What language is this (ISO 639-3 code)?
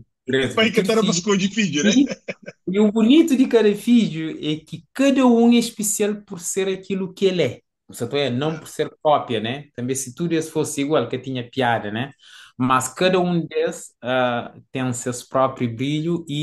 kea